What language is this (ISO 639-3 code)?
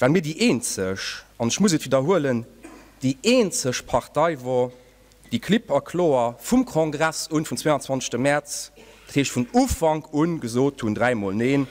ltz